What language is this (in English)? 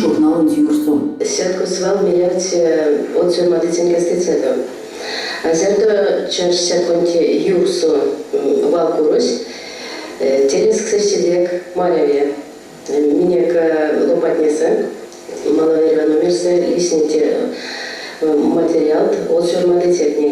Erzya